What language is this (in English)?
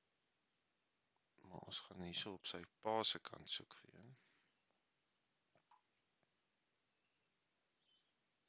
Afrikaans